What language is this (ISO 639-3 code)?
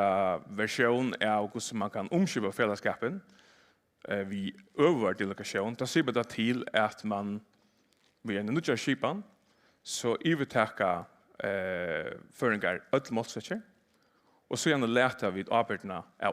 fao